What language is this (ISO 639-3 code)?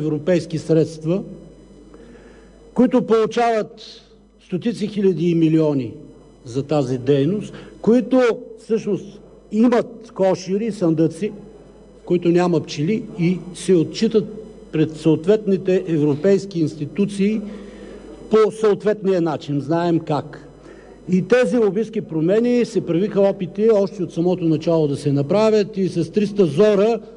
bul